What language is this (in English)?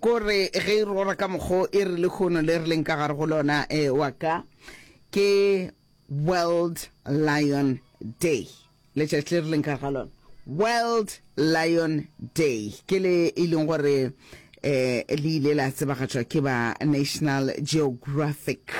Northern Sotho